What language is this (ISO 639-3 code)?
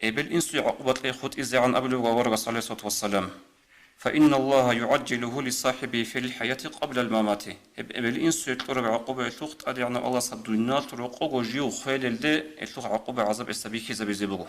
ava